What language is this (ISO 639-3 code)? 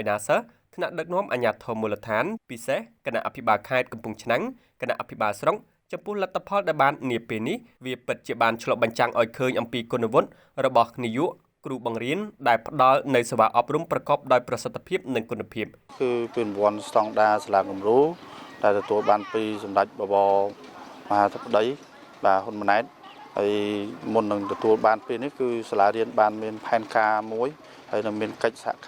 khm